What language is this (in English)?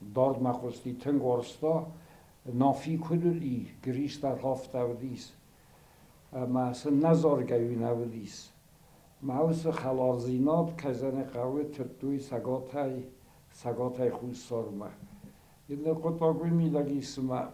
Ossetic